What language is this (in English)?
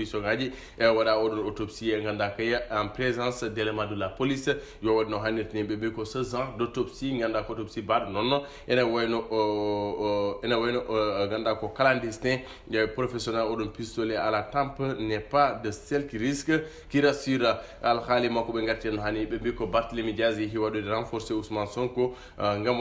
Fula